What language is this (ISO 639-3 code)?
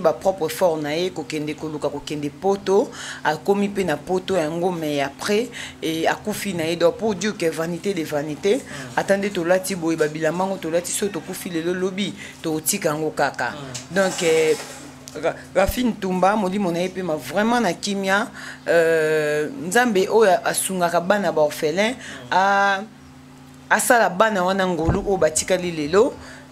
lin